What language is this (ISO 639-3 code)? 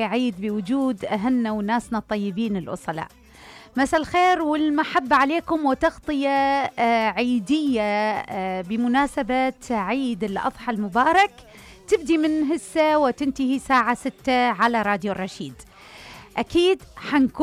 acm